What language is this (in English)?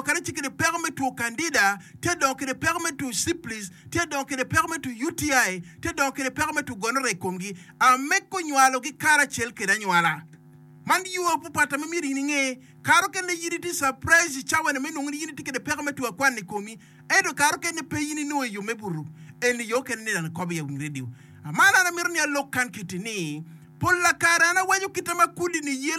Acoli